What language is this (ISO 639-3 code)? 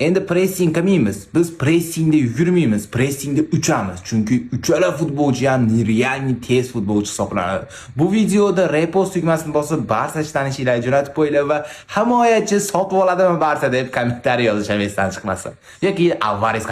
uzb